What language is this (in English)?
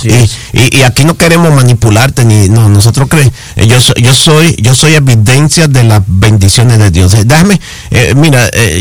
Spanish